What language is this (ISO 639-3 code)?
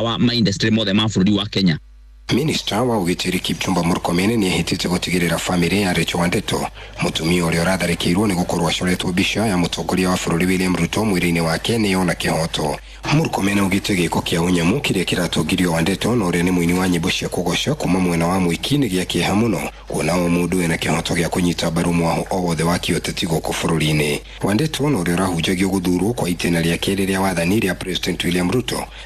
kik